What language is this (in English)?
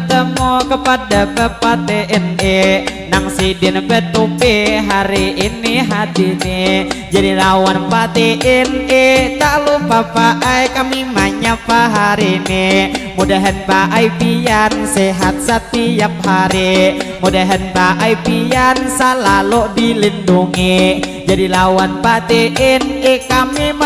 Banjar